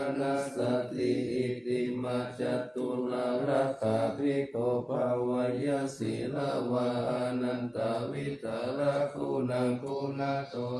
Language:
Pali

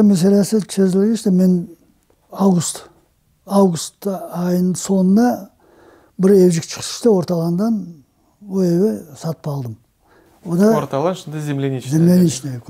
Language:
Crimean Tatar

